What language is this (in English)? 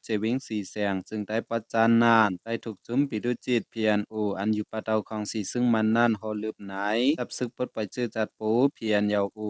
Shan